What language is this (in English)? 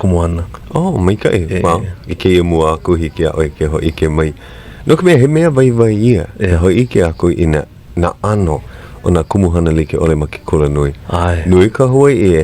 Hawaiian